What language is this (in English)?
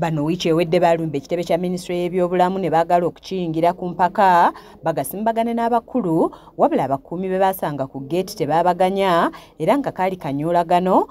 Ganda